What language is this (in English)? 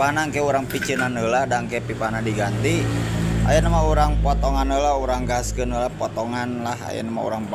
Sundanese